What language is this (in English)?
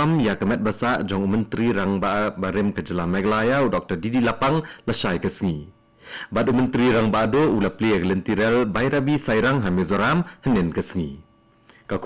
Khasi